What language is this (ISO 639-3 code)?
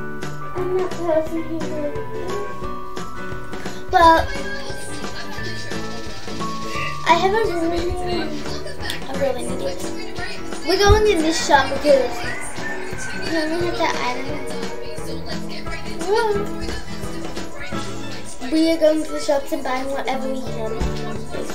eng